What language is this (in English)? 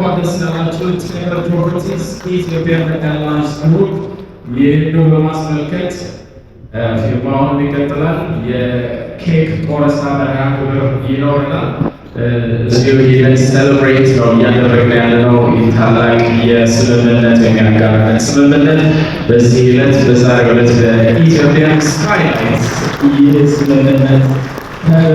Amharic